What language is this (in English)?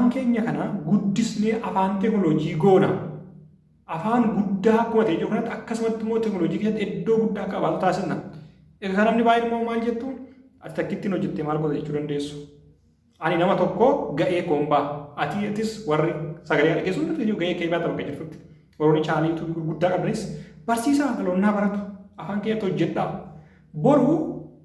Oromo